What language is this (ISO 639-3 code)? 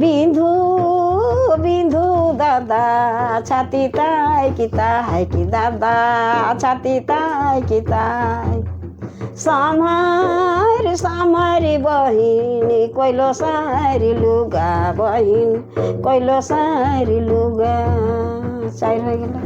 sck